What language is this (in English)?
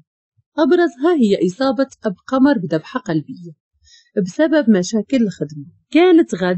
Moroccan Arabic